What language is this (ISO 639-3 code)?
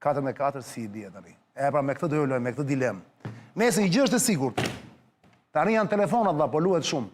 sqi